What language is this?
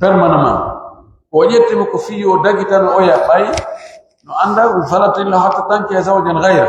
Pular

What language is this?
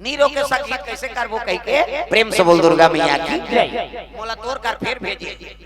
Chhattisgarhi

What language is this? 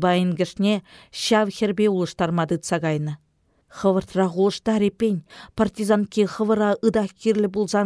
Chuvash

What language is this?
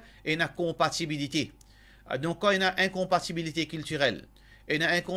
Morisyen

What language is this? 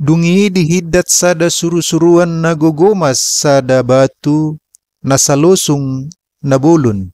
Batak Toba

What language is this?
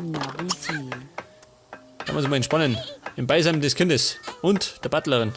Bavarian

